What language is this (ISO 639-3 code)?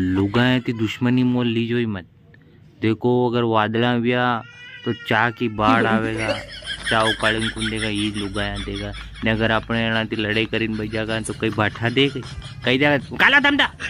raj